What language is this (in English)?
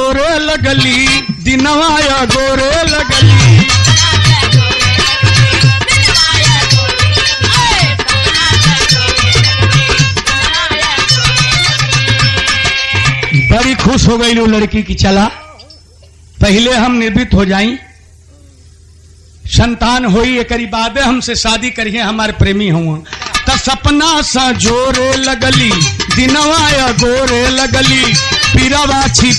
Bhojpuri